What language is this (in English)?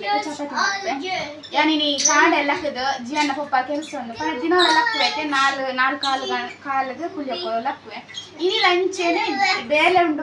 Tulu